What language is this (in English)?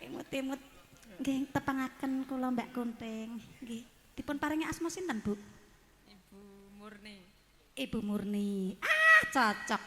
Javanese